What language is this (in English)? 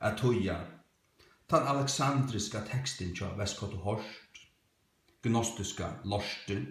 Faroese